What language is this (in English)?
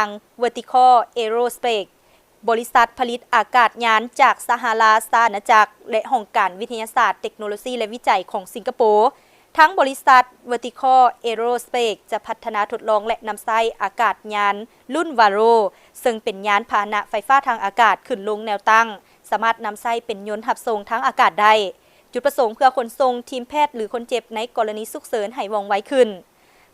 Lao